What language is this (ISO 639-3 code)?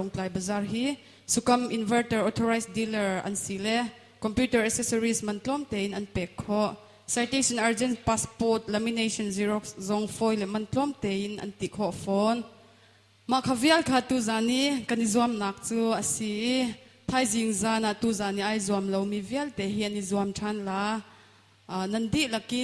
cnh